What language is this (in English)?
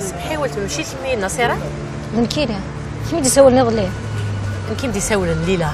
Kabyle